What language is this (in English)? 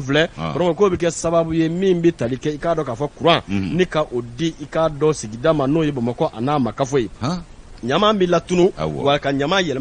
Bambara